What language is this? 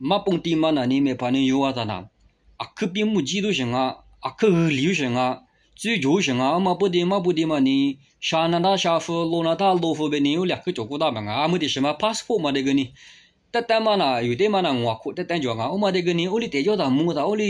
Lisu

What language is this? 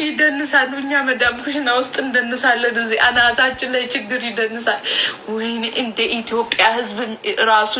Amharic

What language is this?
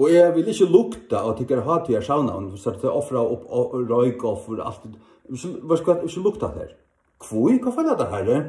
Faroese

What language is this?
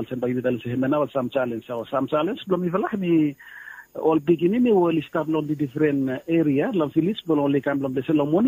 Bislama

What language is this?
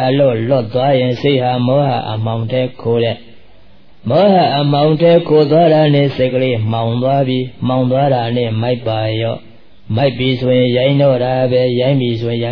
Burmese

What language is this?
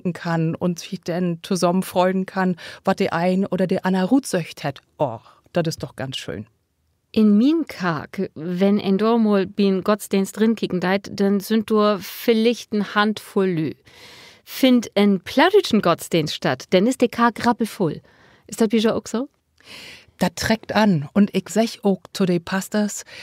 Low German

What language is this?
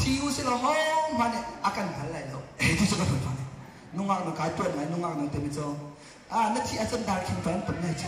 Hakha Chin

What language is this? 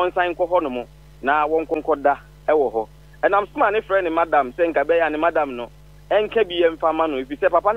Akan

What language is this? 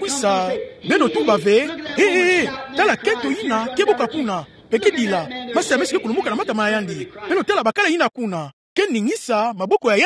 Kituba (Democratic Republic of Congo)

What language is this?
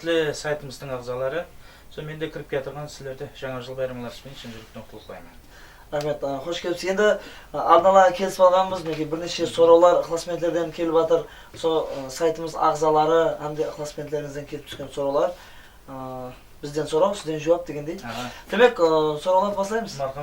Kara-Kalpak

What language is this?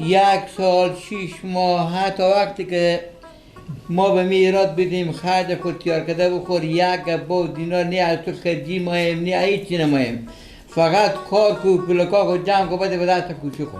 Persian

